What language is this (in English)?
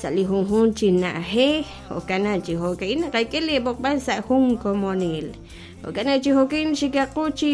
Kekchí